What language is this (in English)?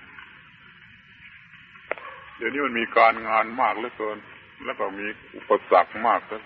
Thai